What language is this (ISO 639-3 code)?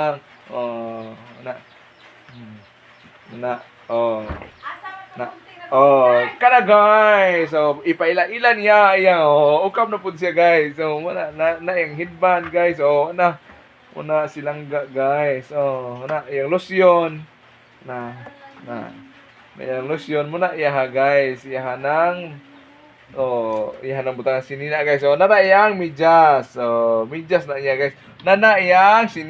ceb